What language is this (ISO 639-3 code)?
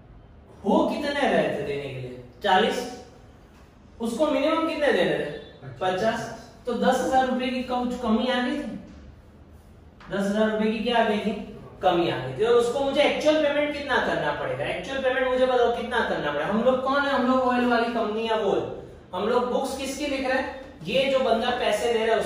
hin